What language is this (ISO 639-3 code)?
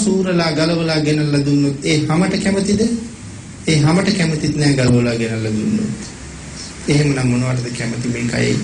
sin